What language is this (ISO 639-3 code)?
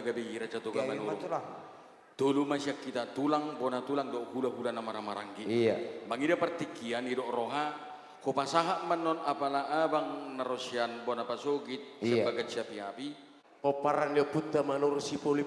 bbc